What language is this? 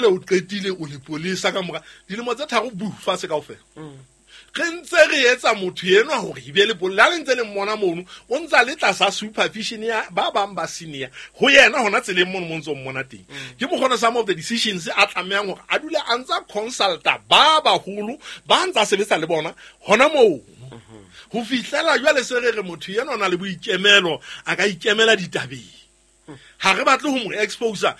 Southern Sotho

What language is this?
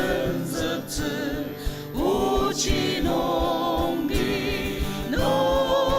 Ao Naga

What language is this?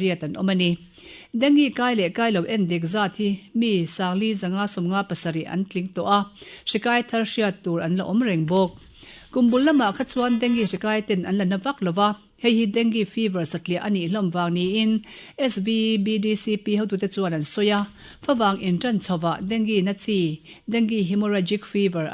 Mizo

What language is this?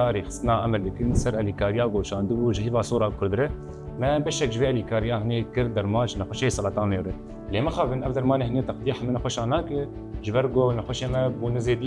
Kurdish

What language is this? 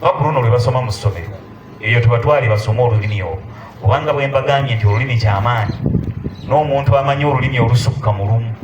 Ganda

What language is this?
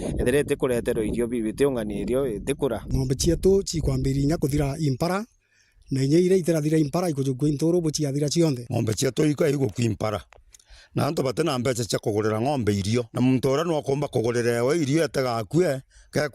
Meru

